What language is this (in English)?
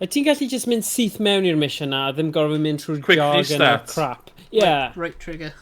Welsh